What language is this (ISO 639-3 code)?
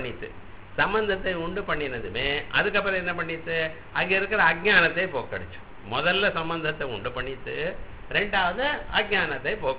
tam